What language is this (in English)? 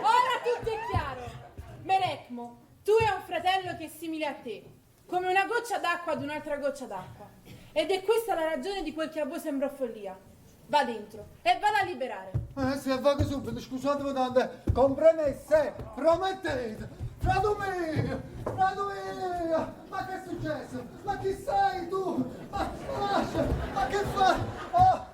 Neapolitan